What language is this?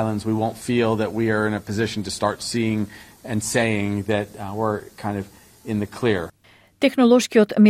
Macedonian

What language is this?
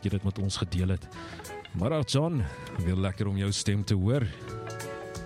Afrikaans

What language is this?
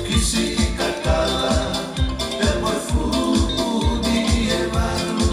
Tongan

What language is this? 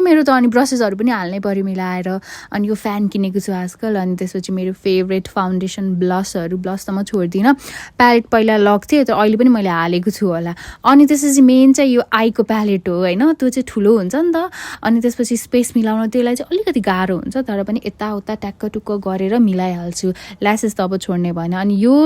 Nepali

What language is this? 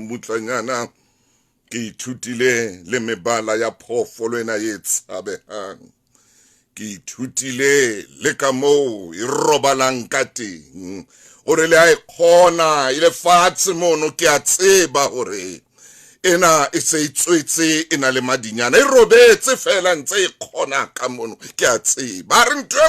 Southern Sotho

